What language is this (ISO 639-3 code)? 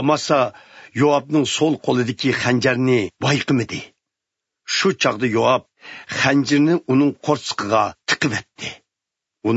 uig